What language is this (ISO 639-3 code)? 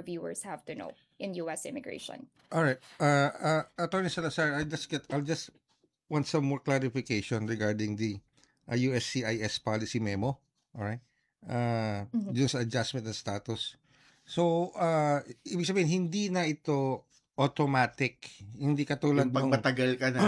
fil